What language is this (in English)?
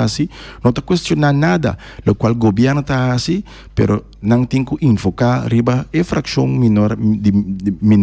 Papiamento